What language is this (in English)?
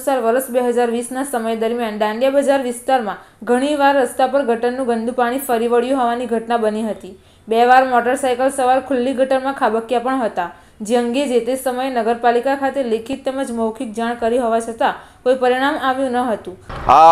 Gujarati